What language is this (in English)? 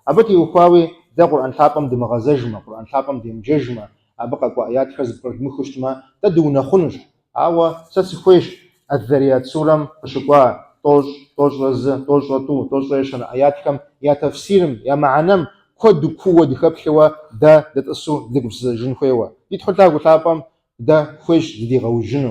Kabardian